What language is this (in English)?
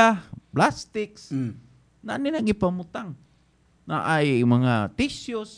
Cebuano